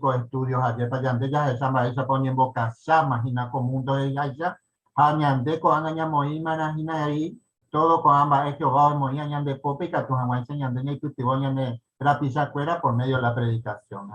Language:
Guarani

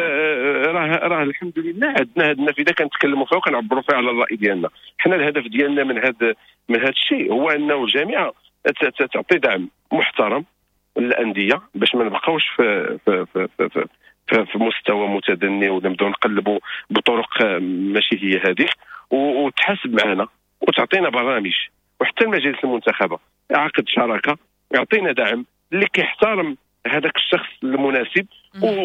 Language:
Moroccan Arabic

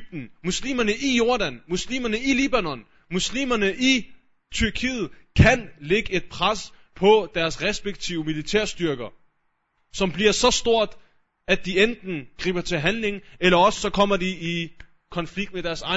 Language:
Danish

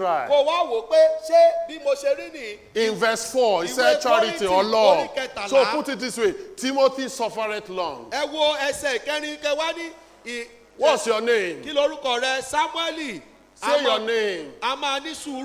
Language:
Yoruba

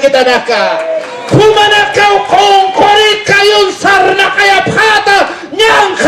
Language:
Aymara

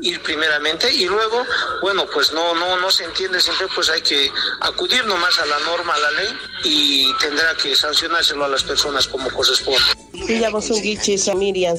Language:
South Bolivian Quechua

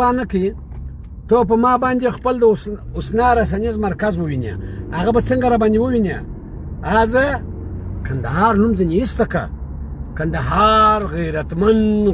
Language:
Pashto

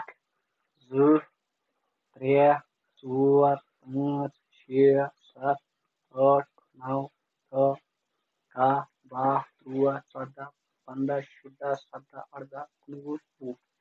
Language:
Kashmiri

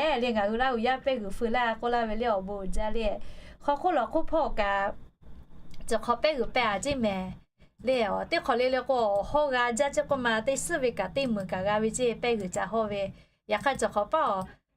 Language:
Lahu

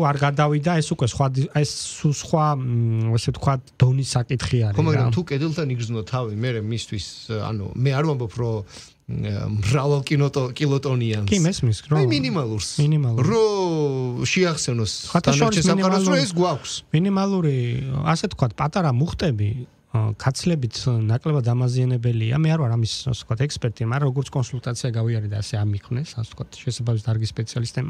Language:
Georgian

